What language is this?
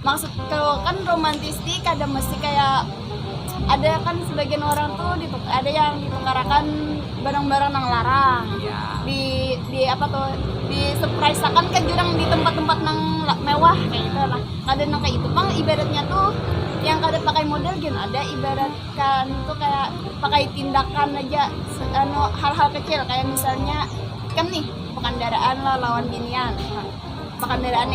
Banjar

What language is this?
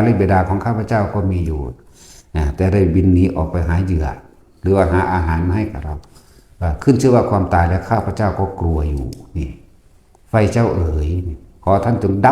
Northeastern Thai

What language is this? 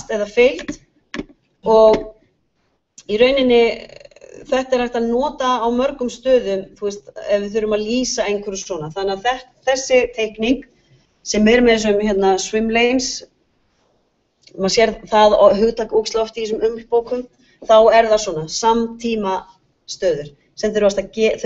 Icelandic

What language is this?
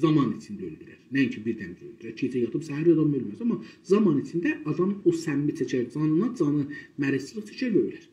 South Azerbaijani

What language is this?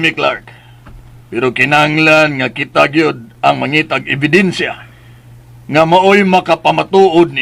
Cebuano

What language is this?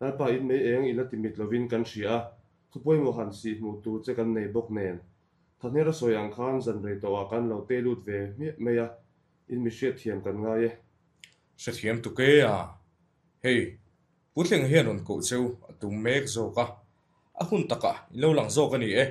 Mizo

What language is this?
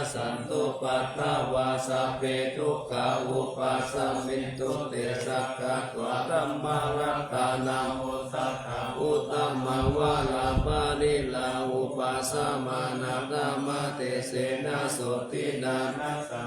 Pali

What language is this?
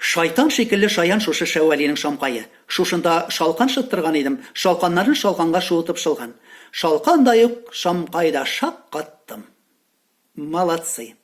Tatar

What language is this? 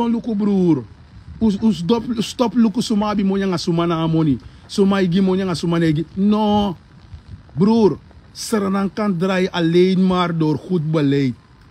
Sranan Tongo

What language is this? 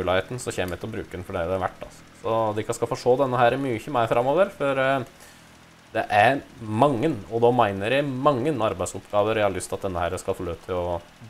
Norwegian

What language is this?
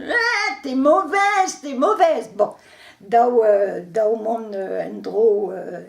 Breton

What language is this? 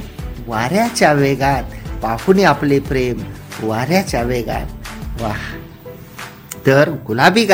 Marathi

